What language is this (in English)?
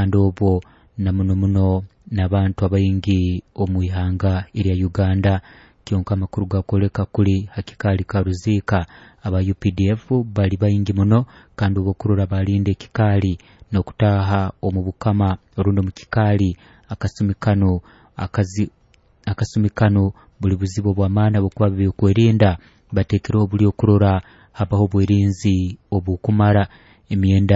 Nyoro